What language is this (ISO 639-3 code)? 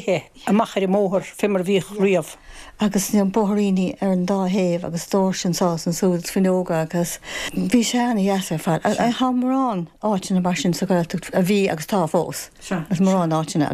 gle